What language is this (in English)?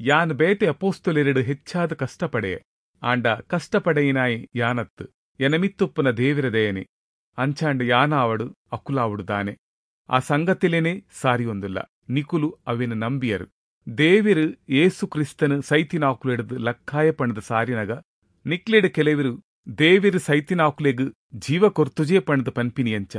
Tulu